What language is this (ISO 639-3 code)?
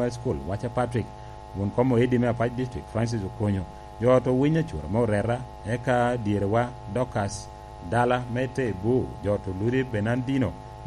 laj